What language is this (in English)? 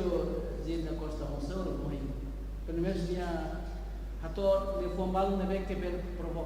Tetum